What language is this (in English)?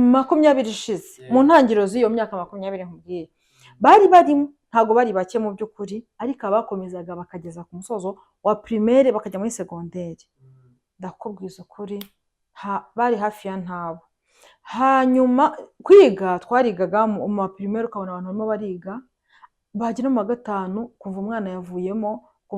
Kinyarwanda